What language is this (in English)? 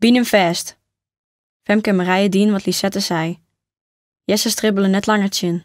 Western Frisian